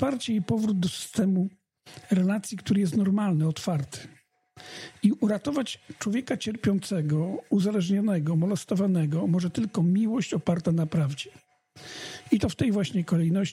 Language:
Polish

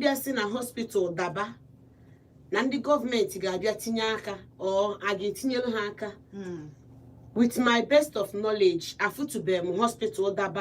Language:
Igbo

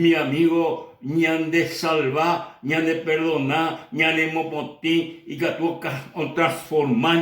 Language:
Guarani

